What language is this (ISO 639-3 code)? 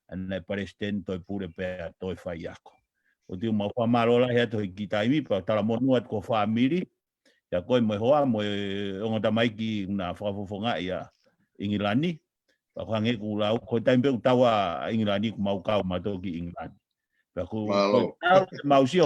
ton